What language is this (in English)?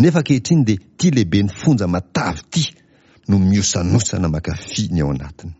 Malagasy